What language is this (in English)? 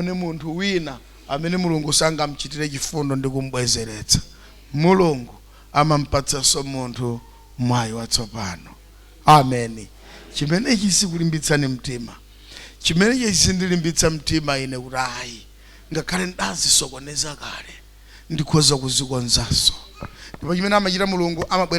Nyanja